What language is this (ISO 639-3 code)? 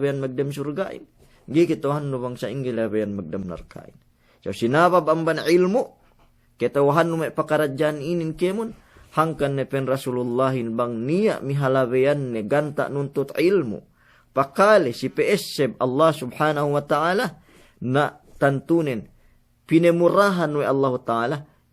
yka